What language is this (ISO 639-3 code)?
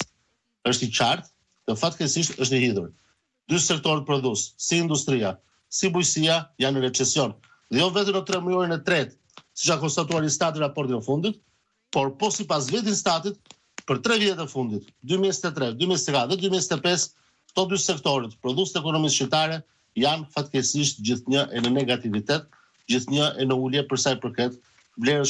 sqi